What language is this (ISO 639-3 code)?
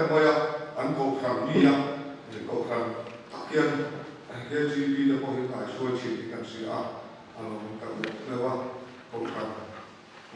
lus